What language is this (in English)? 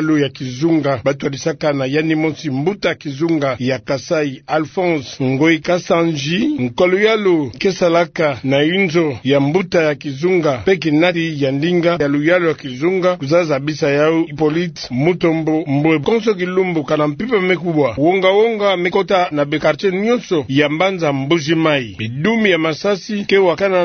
Kituba (Democratic Republic of Congo)